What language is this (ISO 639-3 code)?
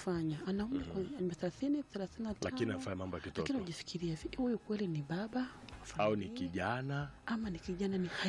swa